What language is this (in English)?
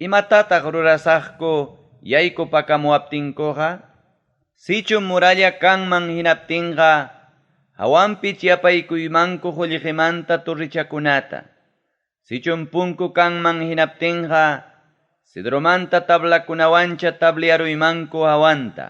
Ayacucho Quechua